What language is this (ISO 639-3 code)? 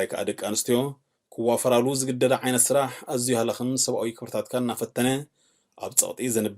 tir